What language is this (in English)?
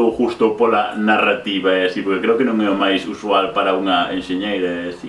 Galician